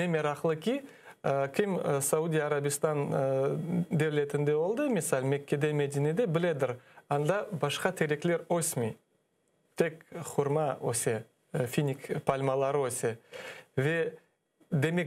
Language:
Crimean Tatar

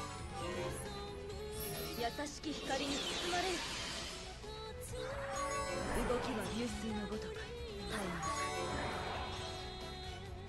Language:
Japanese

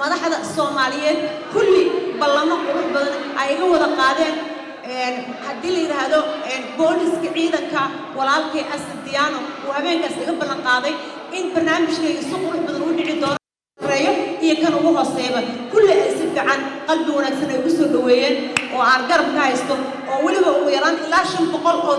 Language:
Somali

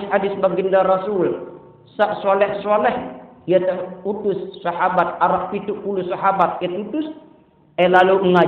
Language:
Sasak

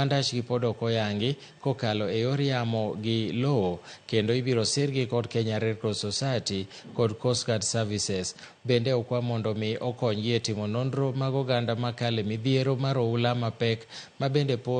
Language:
Luo (Kenya and Tanzania)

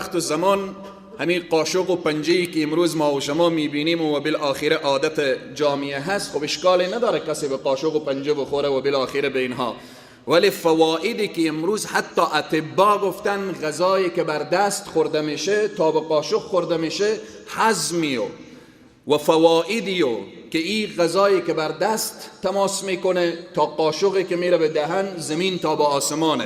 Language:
Persian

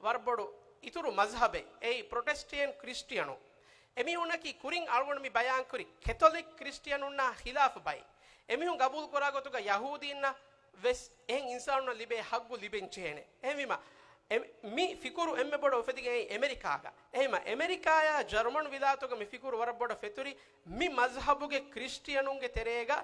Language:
Divehi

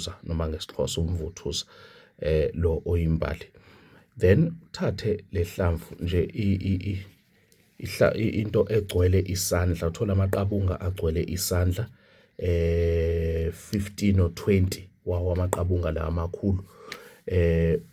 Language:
Zulu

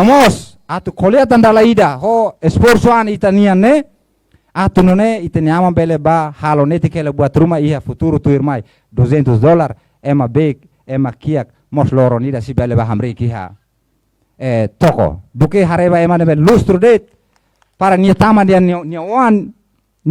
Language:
Tetum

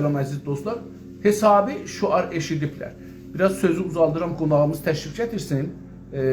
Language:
South Azerbaijani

